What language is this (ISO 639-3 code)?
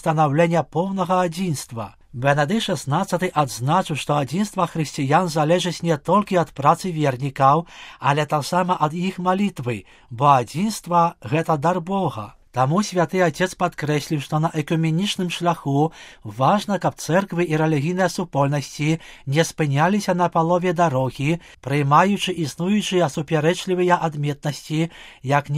bel